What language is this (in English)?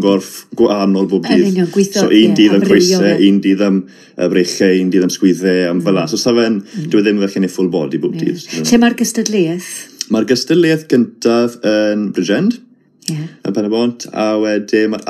Welsh